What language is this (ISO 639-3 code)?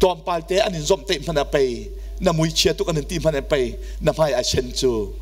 cnh